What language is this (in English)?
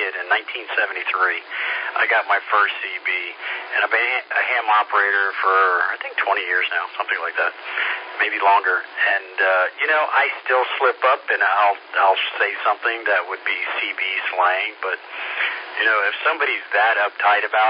English